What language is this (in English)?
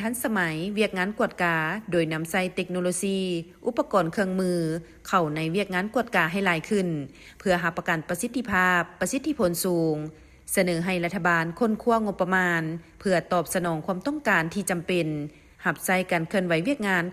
Lao